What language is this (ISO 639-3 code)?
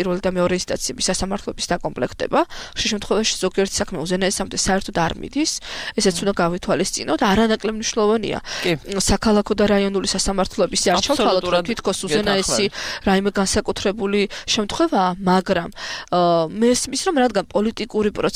kat